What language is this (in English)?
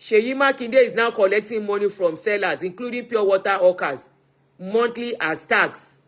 Yoruba